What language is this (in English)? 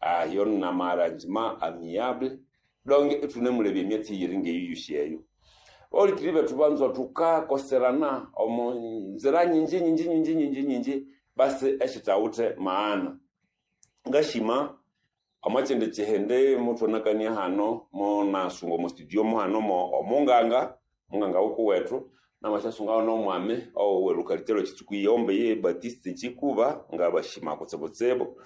Nande